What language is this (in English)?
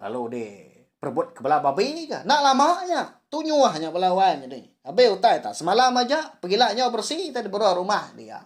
Iban